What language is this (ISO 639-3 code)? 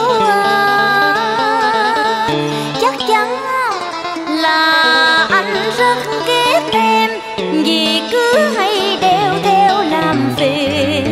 vie